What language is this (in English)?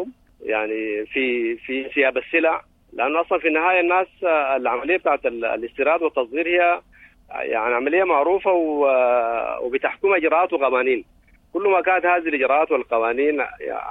Sudanese Arabic